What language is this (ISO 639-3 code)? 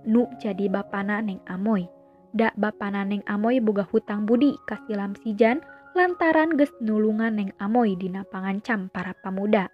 sun